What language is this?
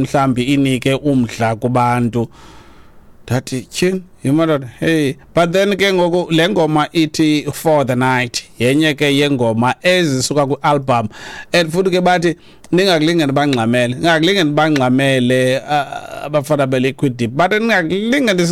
Xhosa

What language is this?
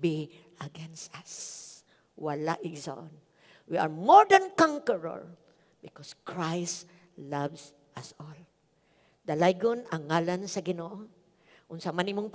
Cebuano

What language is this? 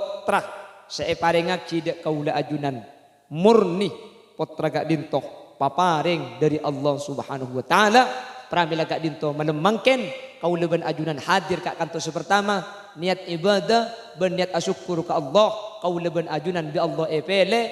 Madurese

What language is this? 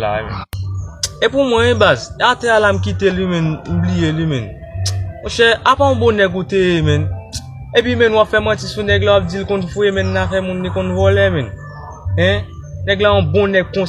Haitian Creole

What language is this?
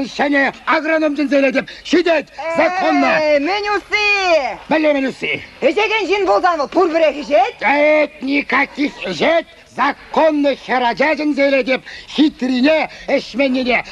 Chuvash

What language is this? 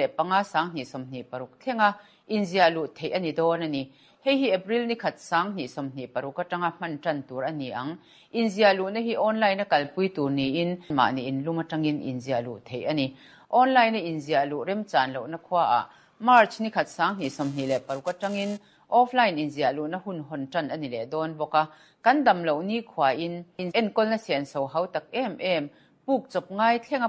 Mizo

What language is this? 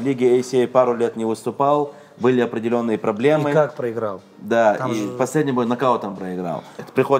Russian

